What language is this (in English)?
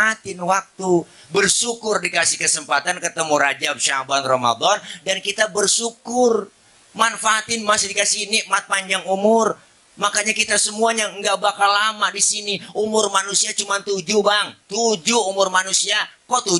Betawi